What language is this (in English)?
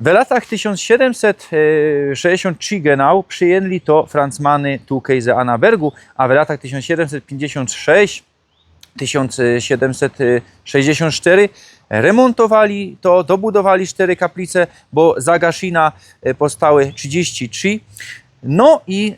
Silesian